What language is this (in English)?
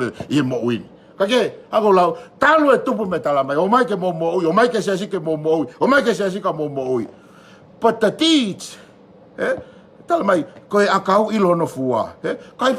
Tongan